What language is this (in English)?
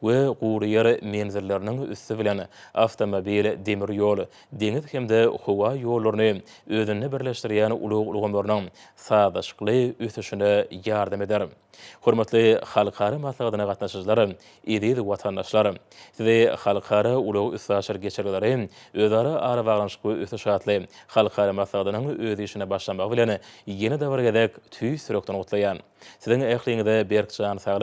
Turkmen